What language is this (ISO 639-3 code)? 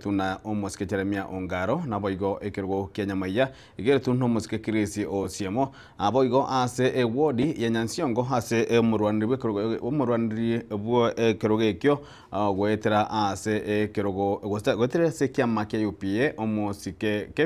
guz